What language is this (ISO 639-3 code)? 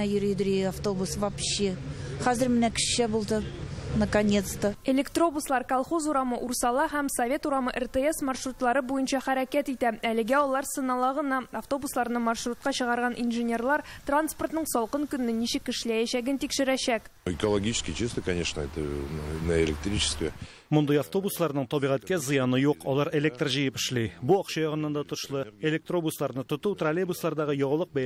tat